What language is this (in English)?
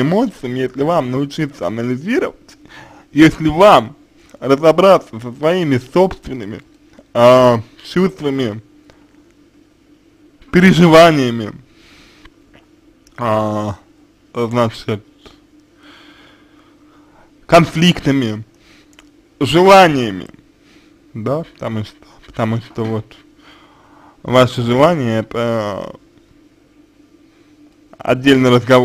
Russian